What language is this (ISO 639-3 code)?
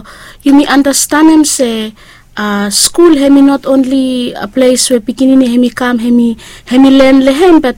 bis